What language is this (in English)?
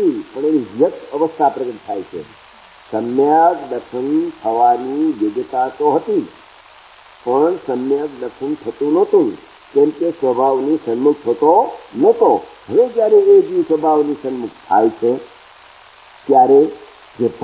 Gujarati